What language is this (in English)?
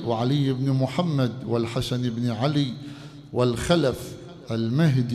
Mesopotamian Arabic